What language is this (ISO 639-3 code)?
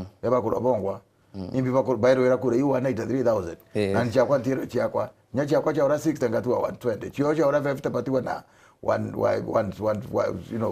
mer